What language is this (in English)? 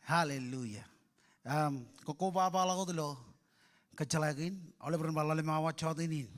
Marshallese